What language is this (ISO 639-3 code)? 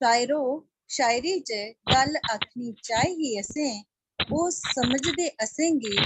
doi